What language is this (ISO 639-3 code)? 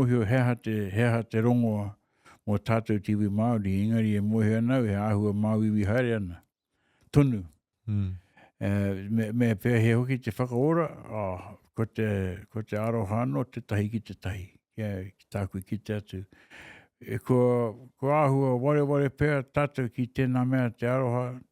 mri